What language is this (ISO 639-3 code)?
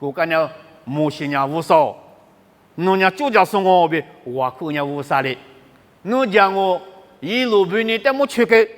lis